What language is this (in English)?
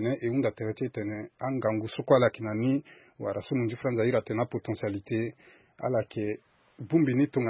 Sango